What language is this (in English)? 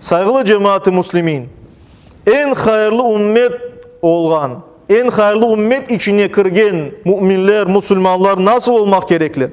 Crimean Tatar